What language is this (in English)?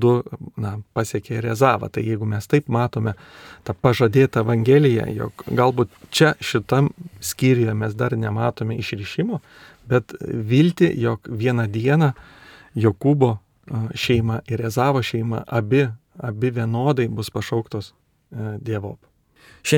Lithuanian